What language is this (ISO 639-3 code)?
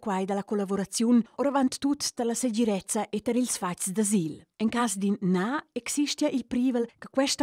roh